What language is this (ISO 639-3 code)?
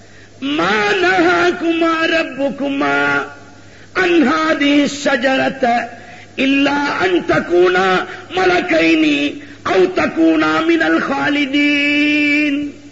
tam